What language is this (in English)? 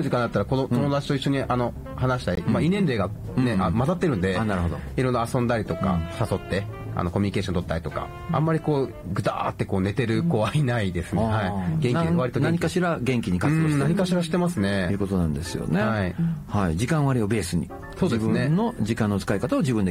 Japanese